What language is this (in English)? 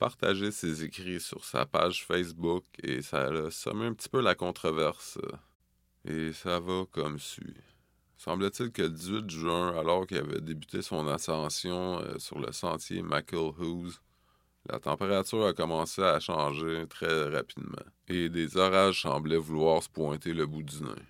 French